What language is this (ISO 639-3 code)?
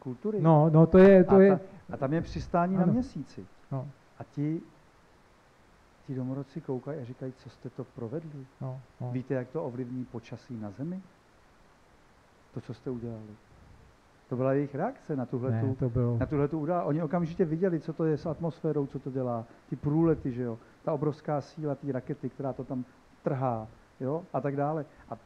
ces